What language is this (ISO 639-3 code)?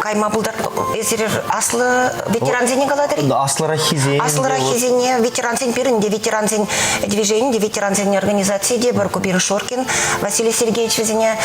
chv